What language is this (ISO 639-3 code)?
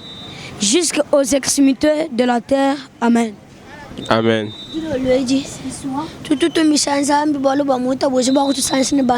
lua